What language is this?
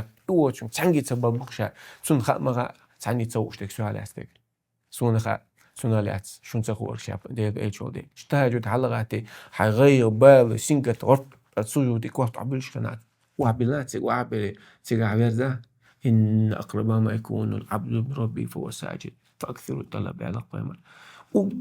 Chechen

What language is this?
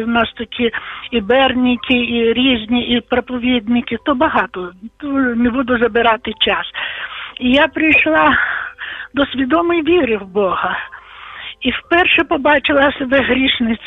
Ukrainian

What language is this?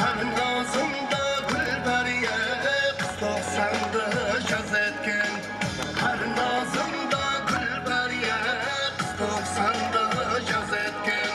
Kara-Kalpak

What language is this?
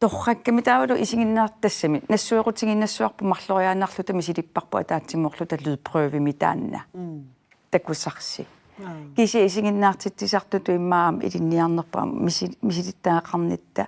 Kalaallisut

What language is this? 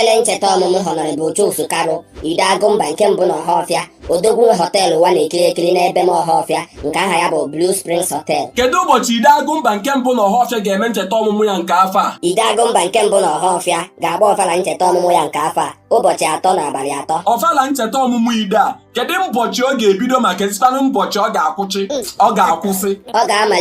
Igbo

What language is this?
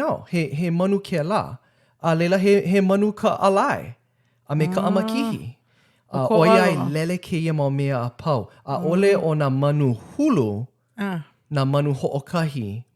Hawaiian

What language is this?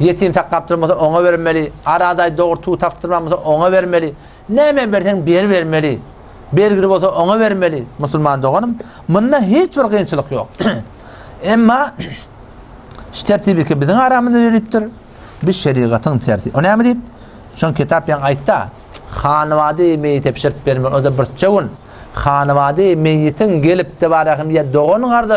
Turkmen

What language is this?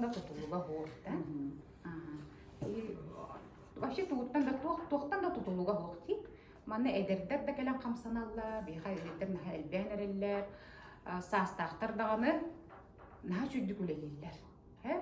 Yakut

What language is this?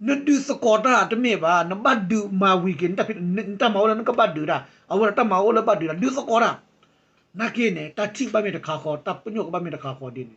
S'gaw Karen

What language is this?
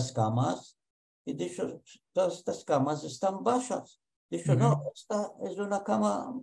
Ladino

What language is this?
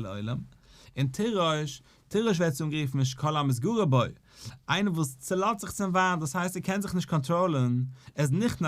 Yiddish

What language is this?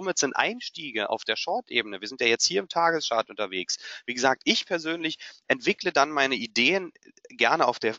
German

